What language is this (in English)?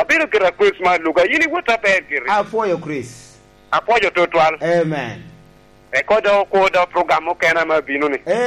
Lango (Uganda)